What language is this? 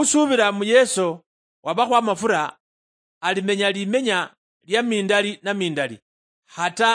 Luyia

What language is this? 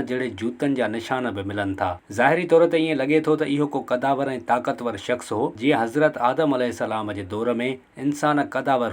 Sindhi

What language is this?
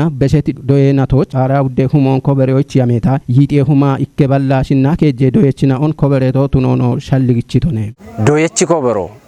Kafa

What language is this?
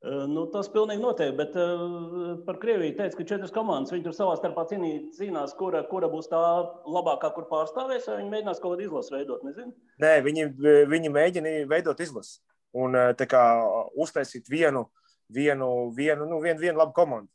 Latvian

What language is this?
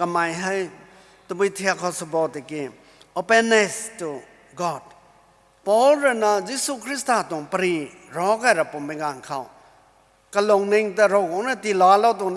Rongmei Naga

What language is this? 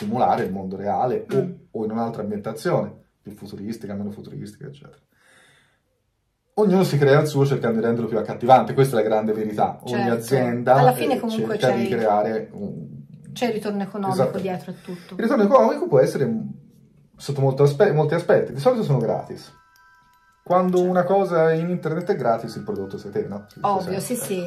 Italian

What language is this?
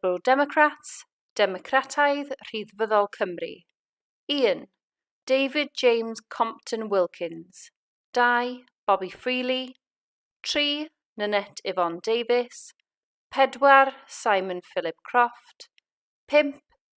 Welsh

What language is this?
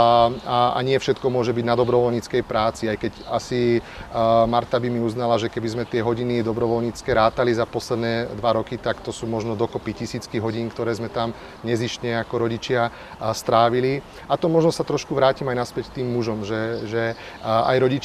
Slovak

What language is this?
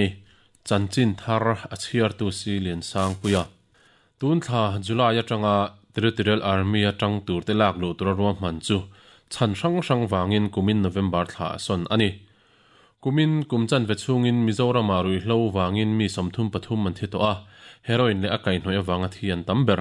Mizo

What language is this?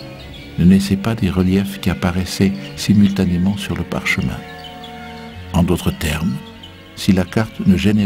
French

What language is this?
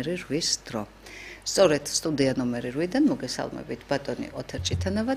Georgian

